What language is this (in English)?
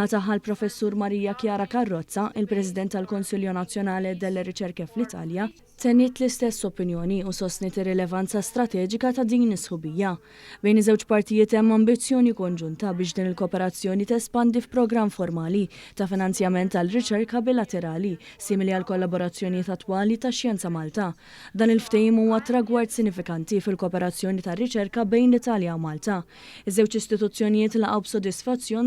Maltese